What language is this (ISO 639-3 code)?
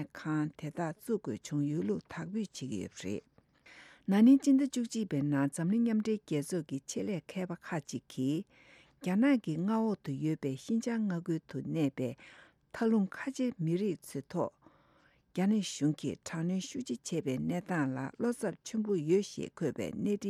bod